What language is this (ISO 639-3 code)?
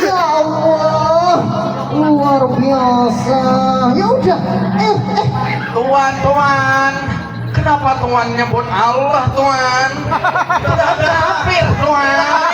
bjn